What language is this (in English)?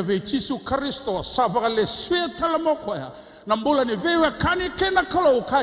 Fijian